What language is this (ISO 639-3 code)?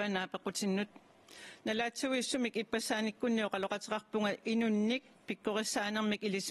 kal